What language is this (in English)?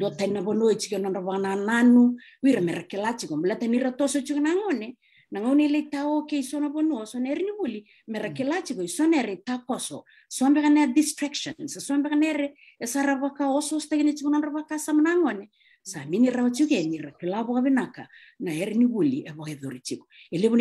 Fijian